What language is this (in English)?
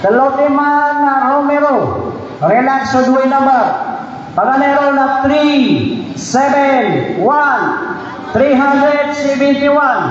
Maranao